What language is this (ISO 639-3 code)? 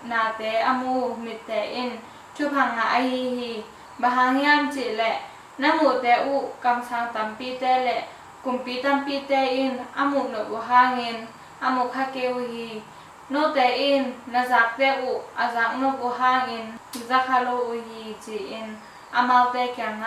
ctd